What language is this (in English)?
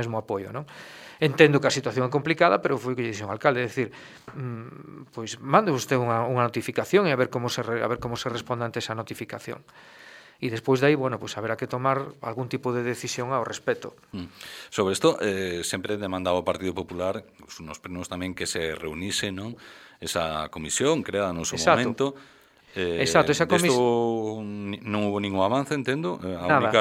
Galician